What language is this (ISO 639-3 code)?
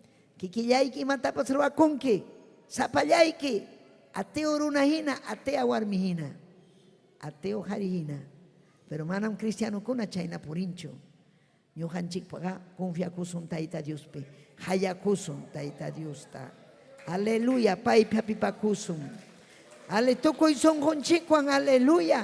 quy